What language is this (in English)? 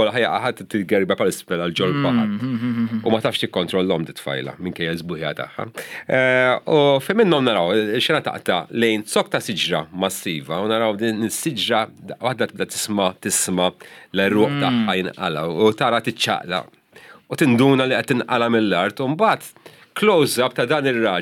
Maltese